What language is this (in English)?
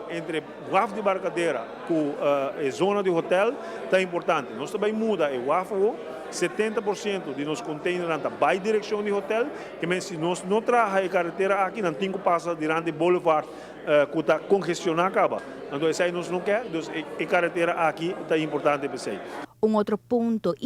Papiamento